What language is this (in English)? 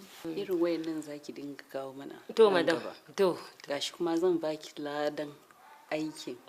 Hausa